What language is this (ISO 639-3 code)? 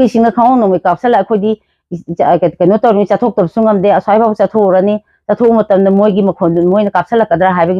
mni